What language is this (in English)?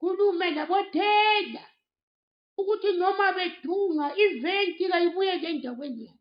Zulu